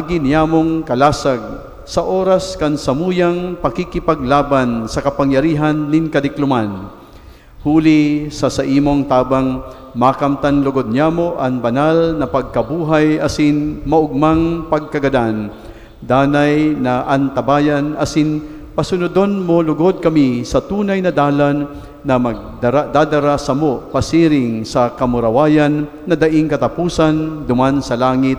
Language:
Bikol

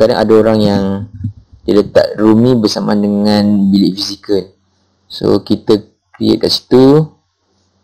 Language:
Malay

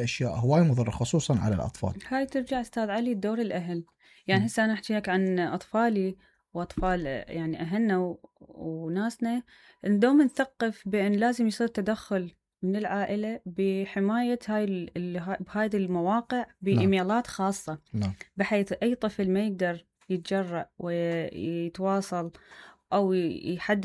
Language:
Mesopotamian Arabic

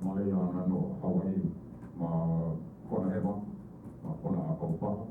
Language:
Hawaiian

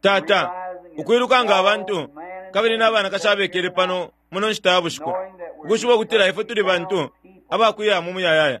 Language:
Bemba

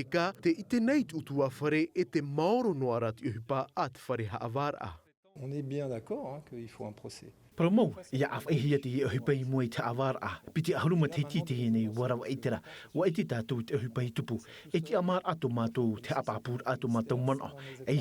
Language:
Tahitian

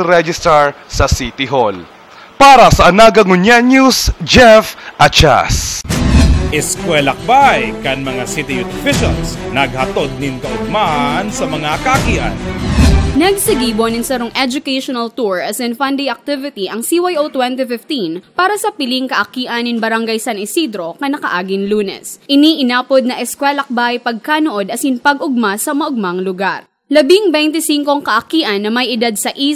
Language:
Bikol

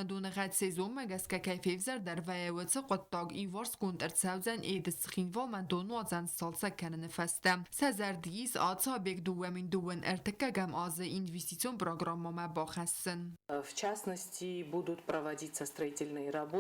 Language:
Ossetic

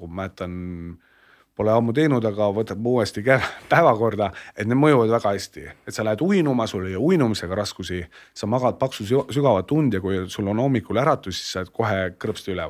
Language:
Estonian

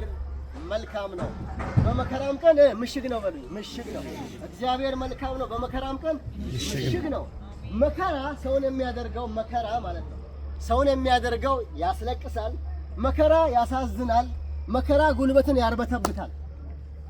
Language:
Amharic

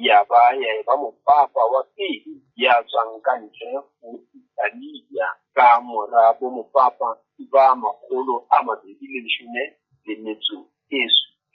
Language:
Southern Sotho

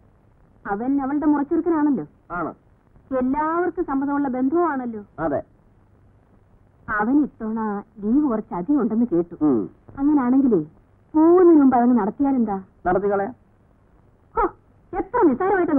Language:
Malayalam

